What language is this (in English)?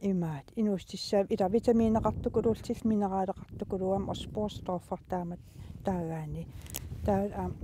Kalaallisut